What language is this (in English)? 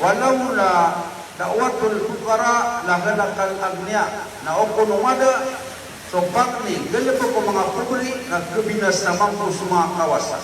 Maranao